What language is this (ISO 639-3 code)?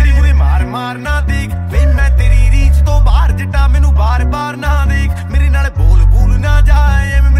pan